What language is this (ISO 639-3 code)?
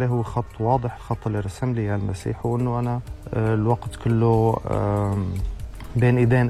ary